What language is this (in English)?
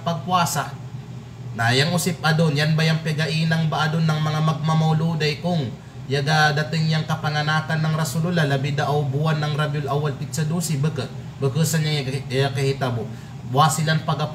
Kalagan